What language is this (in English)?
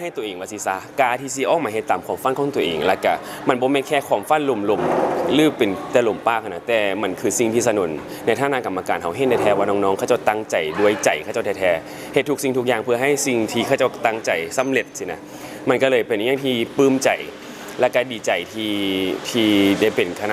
Lao